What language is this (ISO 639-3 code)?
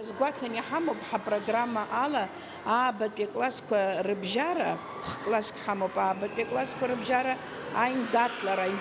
abk